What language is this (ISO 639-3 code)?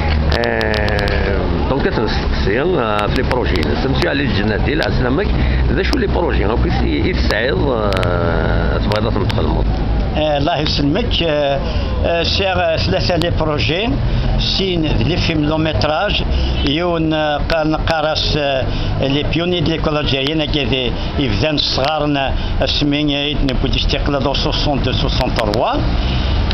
kab